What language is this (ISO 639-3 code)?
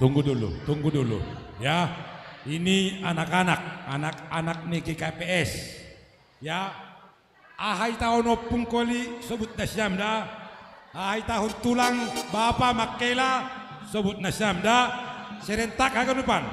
bts